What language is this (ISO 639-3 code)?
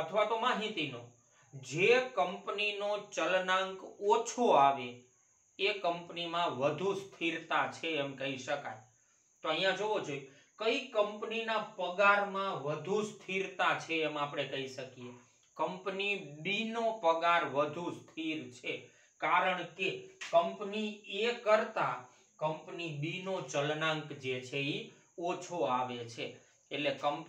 guj